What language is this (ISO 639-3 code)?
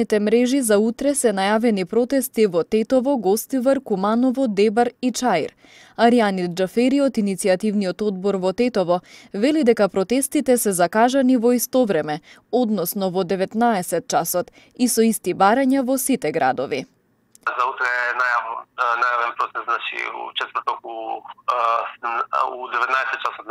mkd